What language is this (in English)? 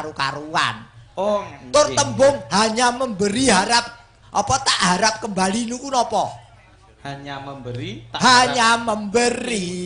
Javanese